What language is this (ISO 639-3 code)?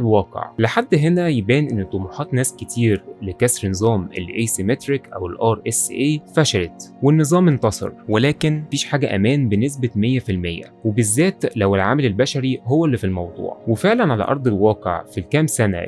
arz